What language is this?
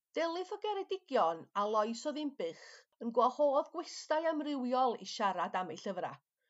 Welsh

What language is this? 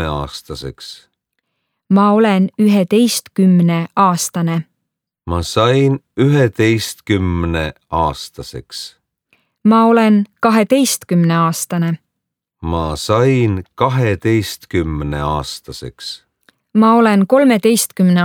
Estonian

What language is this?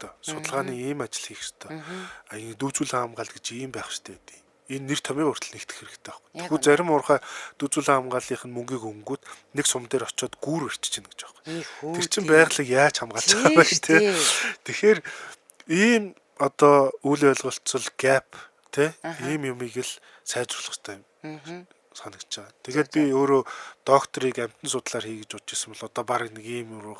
Mongolian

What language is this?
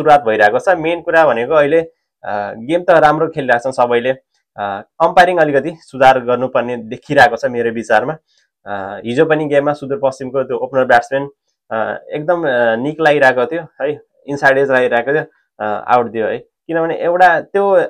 Nepali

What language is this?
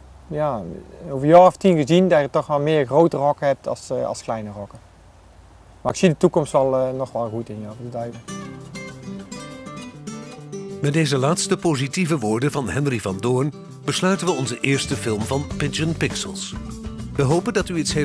Dutch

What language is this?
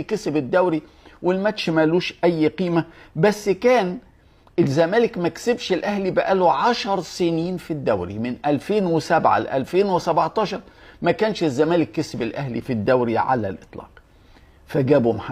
Egyptian Arabic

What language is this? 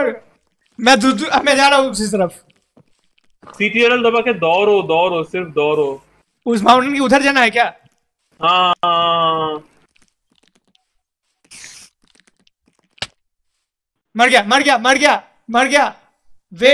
Hindi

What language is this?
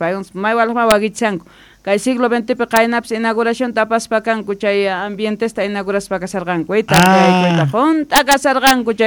South Bolivian Quechua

